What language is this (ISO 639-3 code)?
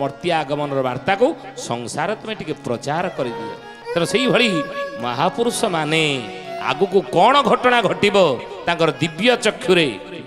ori